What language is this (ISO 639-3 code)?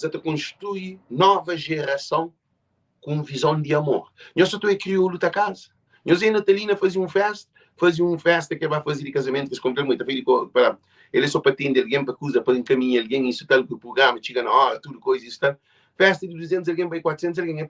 kea